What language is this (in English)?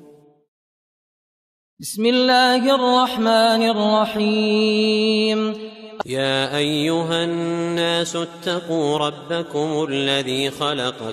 Arabic